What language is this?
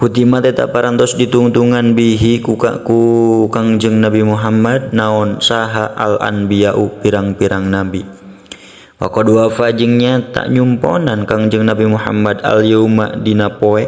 Sundanese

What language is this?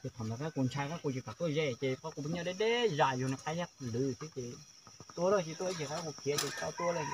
Hmong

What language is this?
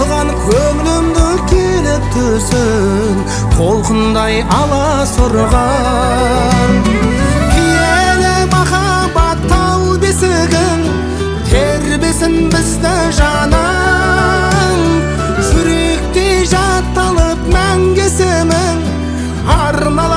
Kazakh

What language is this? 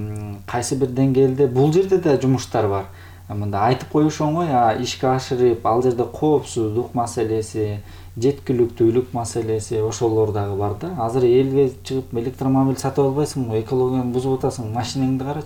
Kyrgyz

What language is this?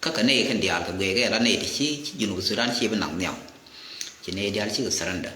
Nuer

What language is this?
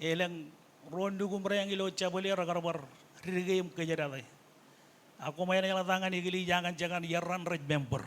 Marshallese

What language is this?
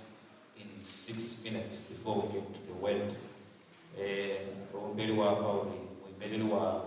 Venda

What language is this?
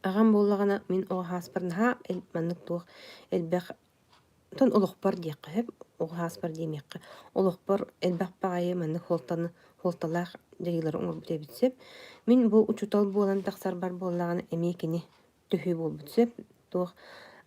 Yakut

